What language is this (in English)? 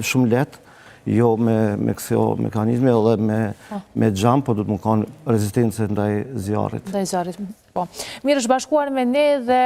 Albanian